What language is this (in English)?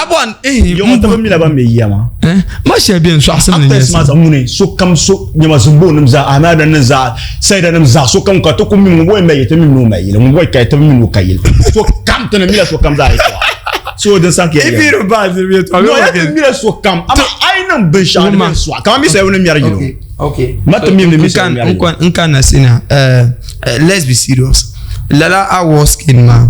Dagbani